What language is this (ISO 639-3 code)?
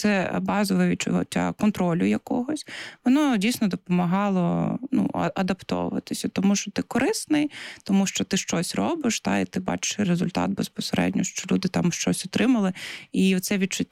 ukr